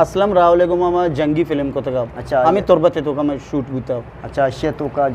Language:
Eastern Balochi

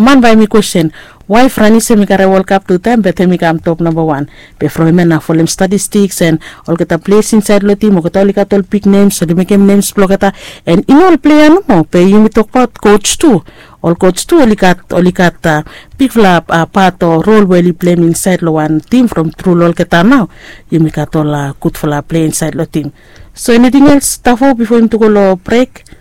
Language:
Bislama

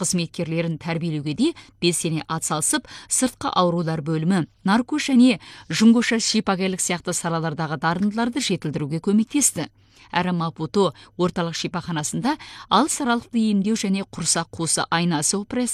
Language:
Kazakh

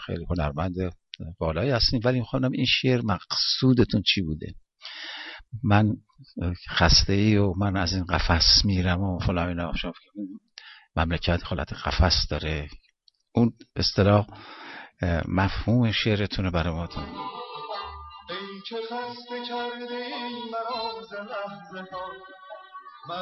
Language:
Persian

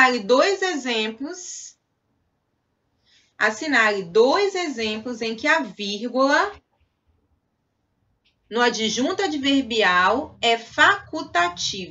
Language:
Portuguese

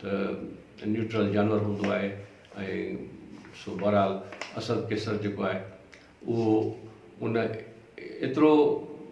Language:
Sindhi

